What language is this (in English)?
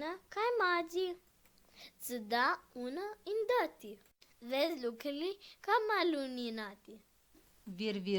Aromanian